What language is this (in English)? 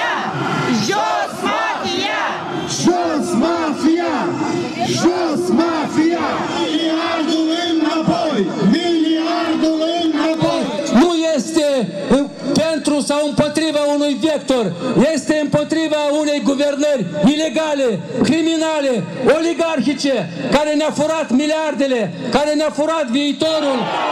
Romanian